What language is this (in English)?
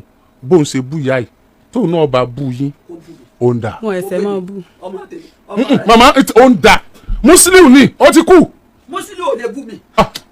Yoruba